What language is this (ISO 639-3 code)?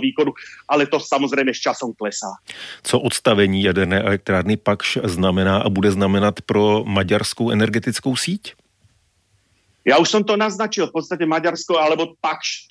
ces